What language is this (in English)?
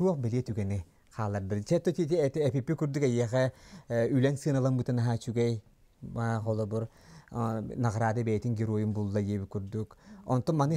Yakut